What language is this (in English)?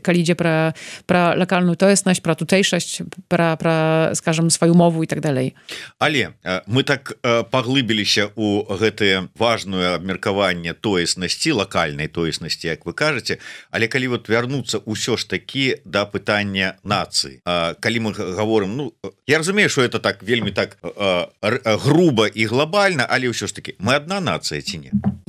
Belarusian